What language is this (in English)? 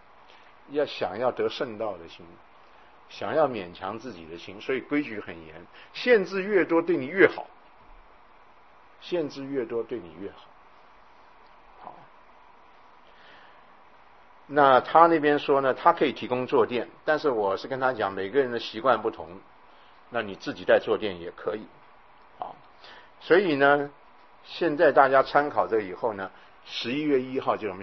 Chinese